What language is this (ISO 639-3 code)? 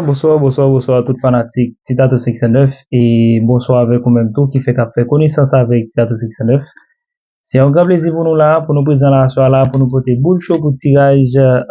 hat